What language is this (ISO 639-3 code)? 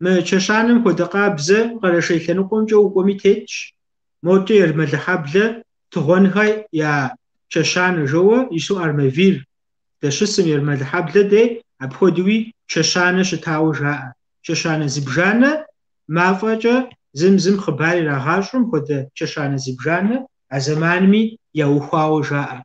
kbd